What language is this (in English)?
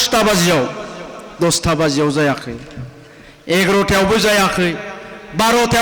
Bodo